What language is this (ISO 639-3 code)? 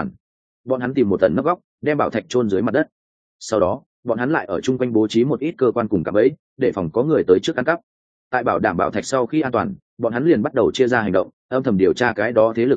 vie